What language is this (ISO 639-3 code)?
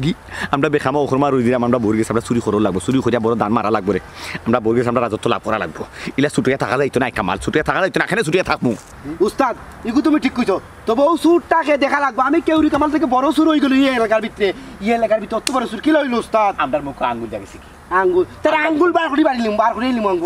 syl